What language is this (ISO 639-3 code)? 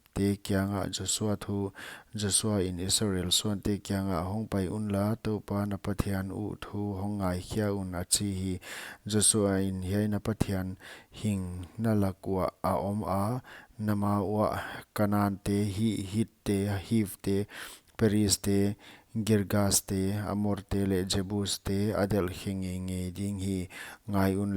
pck